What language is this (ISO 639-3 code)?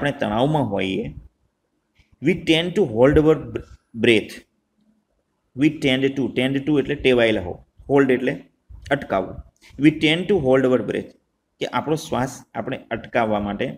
guj